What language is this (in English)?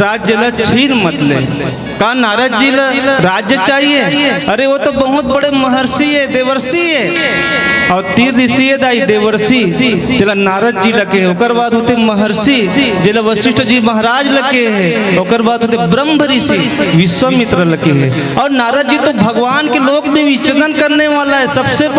Chhattisgarhi